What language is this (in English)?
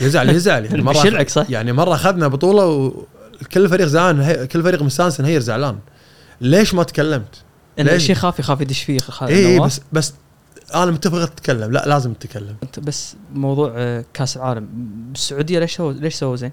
Gulf Arabic